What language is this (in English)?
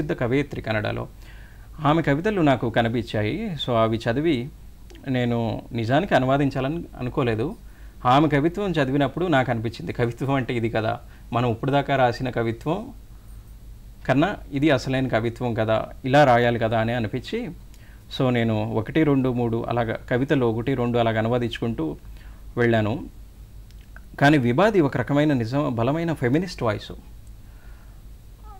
Telugu